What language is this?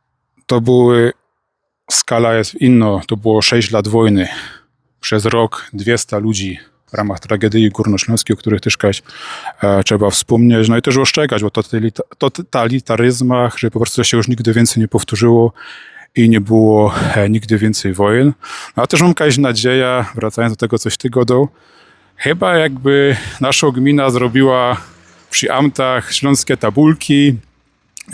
Silesian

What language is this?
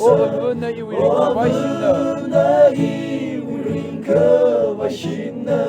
Tangkhul Naga (India)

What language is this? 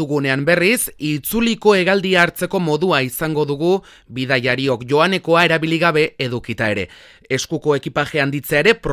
Basque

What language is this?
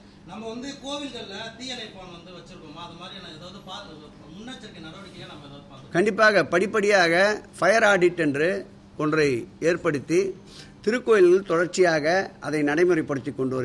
Tamil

